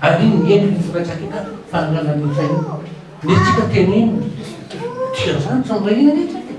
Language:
Malagasy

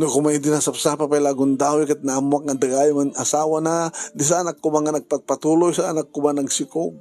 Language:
Iloko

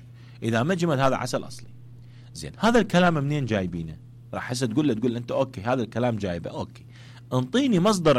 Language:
Mesopotamian Arabic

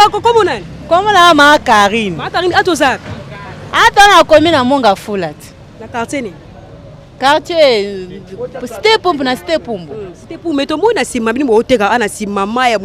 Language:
Lingala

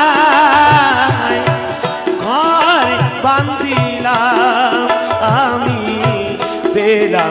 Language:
Bangla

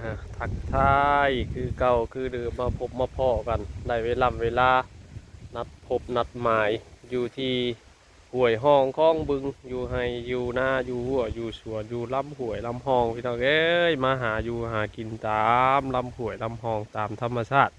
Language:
Lao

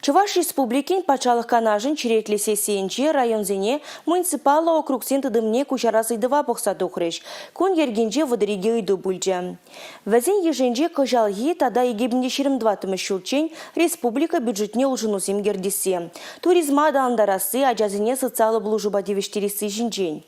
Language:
Chuvash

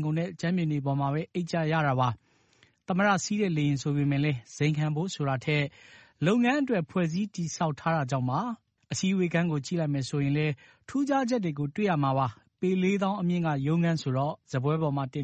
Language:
Burmese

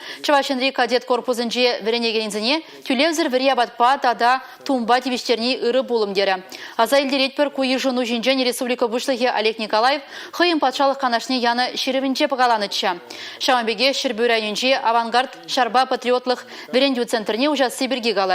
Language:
Chuvash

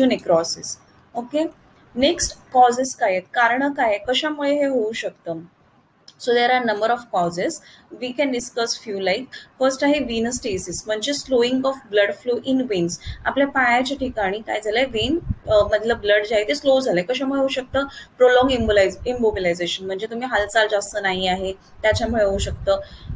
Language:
Marathi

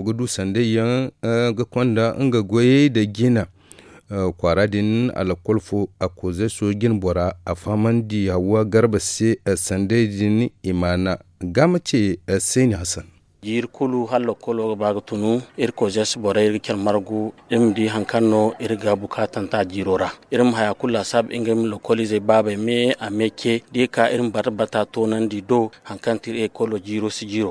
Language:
Zarma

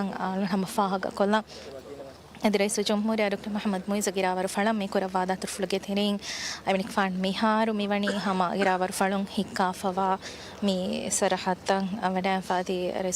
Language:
Divehi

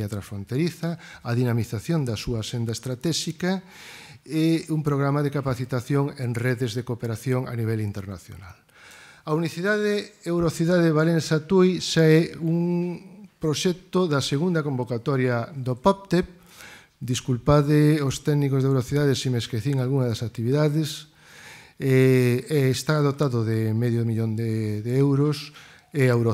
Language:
Galician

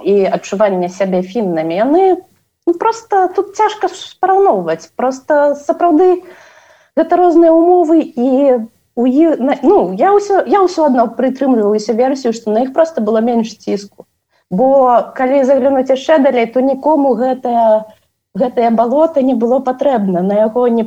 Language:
Belarusian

